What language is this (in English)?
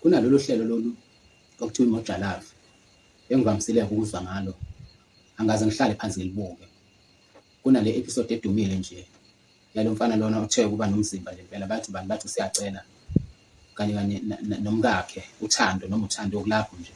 Zulu